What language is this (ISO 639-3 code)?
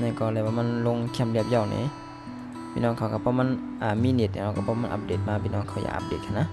shn